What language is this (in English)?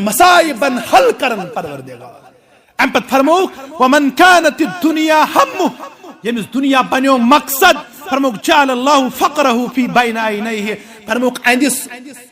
Kashmiri